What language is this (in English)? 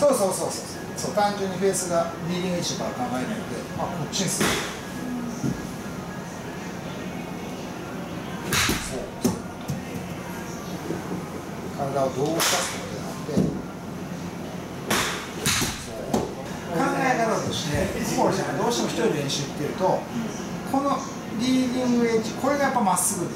Japanese